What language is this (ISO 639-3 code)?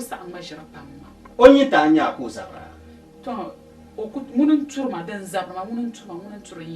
dag